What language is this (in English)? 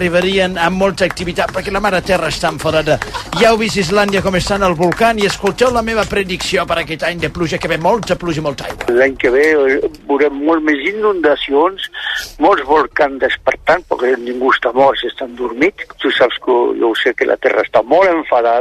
Catalan